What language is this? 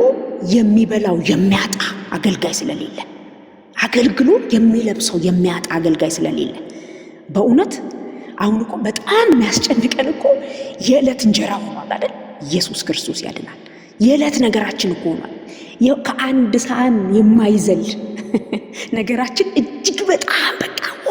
Amharic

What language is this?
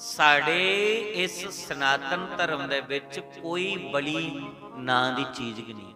Dogri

